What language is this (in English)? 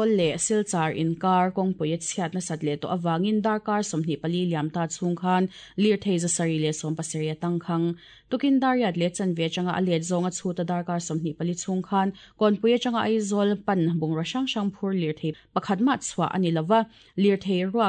Mizo